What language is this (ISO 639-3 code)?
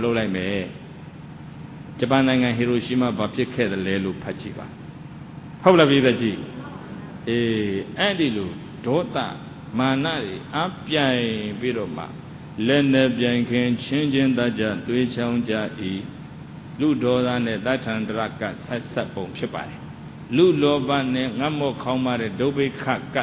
mya